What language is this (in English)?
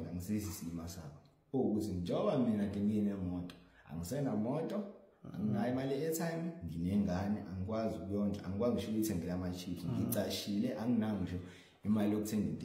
Zulu